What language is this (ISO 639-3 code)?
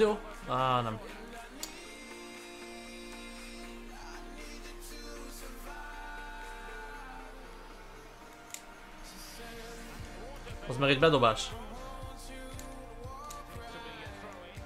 hun